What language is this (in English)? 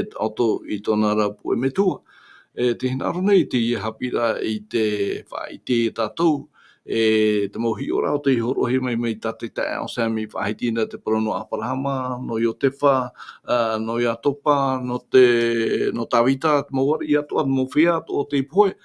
Tahitian